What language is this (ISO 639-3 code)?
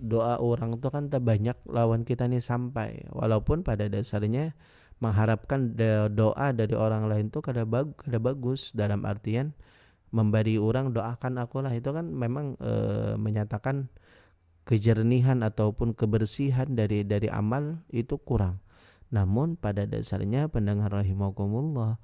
bjn